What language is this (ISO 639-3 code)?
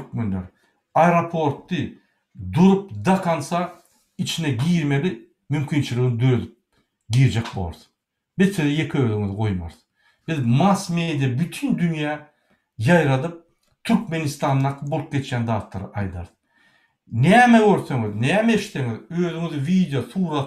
tuk